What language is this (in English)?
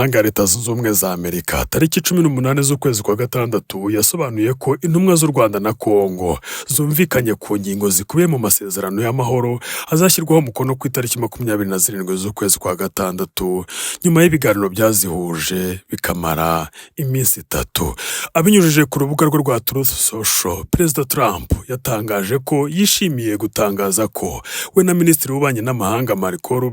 Kinyarwanda